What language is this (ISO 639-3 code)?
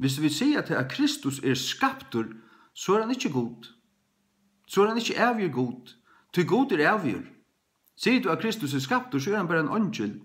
fao